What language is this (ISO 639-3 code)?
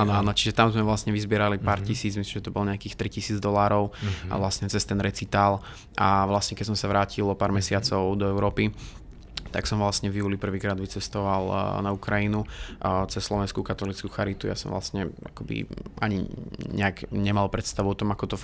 slk